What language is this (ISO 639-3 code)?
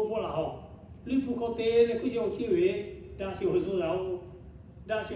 lhu